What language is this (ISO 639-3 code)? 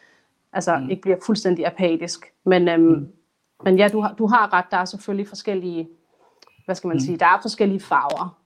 dan